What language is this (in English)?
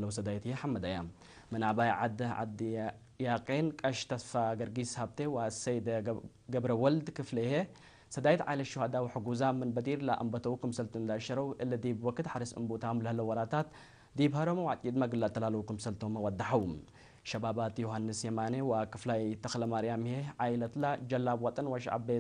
Tigre